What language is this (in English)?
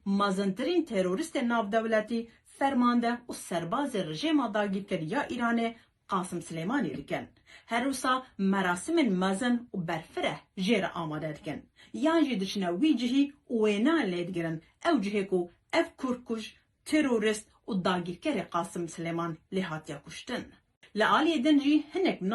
Kurdish